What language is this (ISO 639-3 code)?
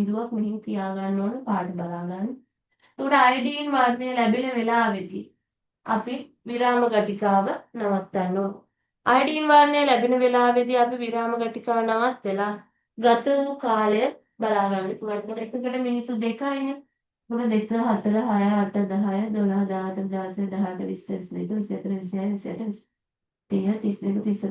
sin